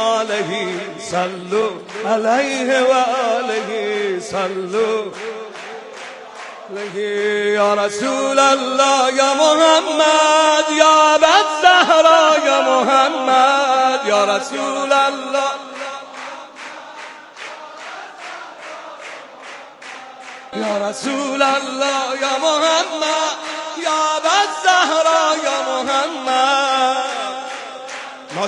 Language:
Persian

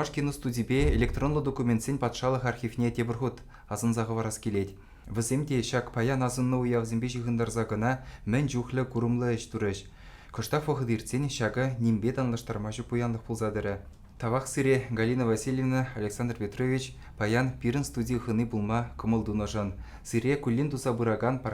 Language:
Chuvash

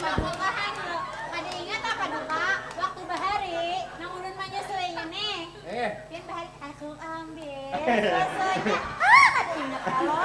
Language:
Banjar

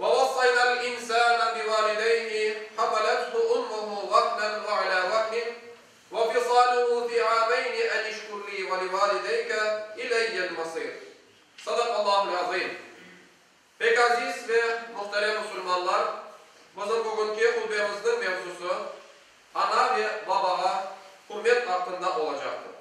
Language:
Crimean Tatar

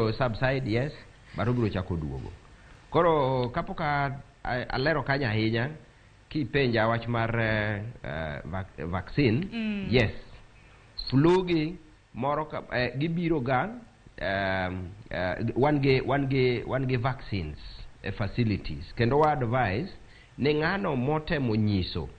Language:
Luo (Kenya and Tanzania)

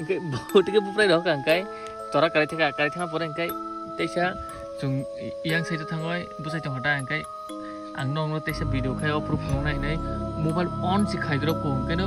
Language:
Kok Borok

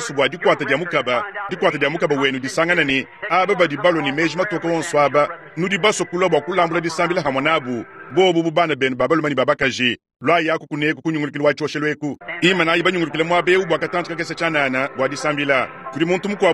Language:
Luba-Lulua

